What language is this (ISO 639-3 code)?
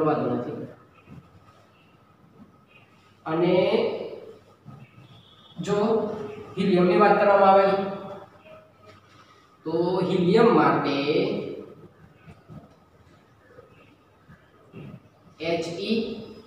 guj